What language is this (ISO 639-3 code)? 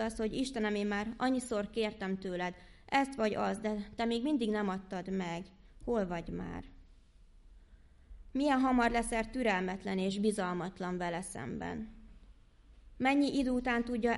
hun